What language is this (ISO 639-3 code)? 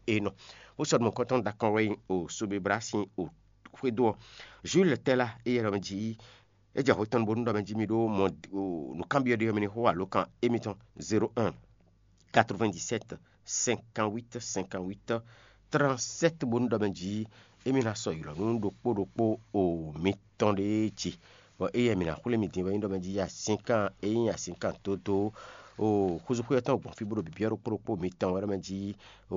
fon